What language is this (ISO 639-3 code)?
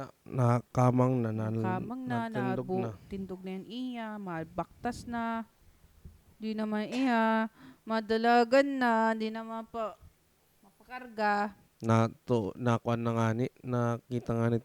war